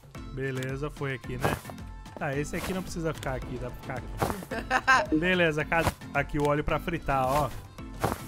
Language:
Portuguese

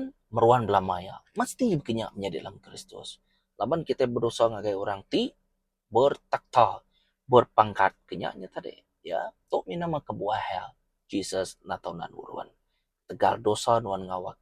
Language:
Iban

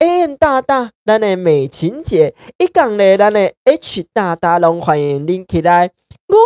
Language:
Min Nan Chinese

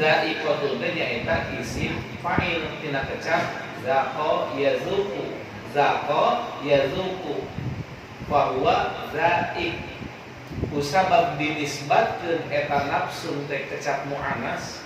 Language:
Sundanese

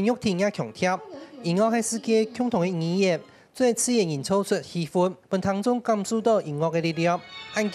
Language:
Hakka Chinese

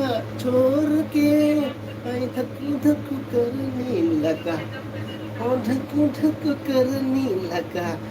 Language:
Manipuri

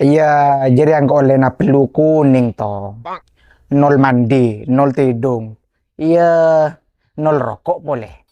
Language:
Madurese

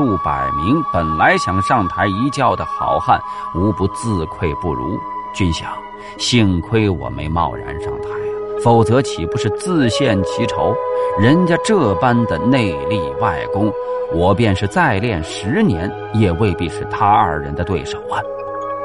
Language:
Chinese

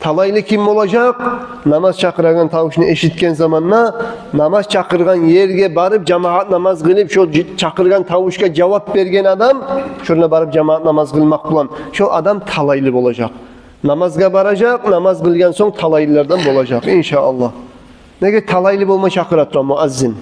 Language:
Kumyk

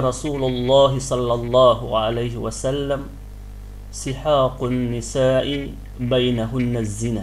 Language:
Yakan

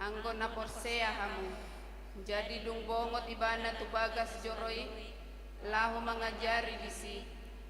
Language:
Batak Toba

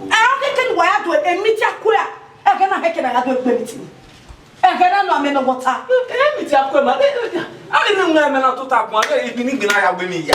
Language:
Bini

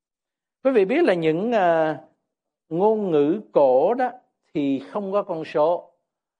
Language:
Vietnamese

